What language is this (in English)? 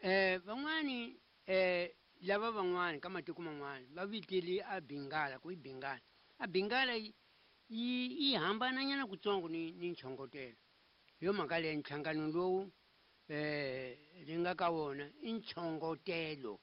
Tsonga